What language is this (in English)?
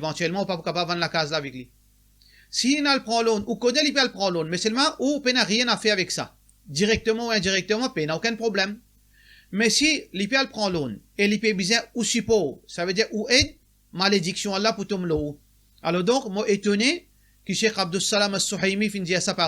Morisyen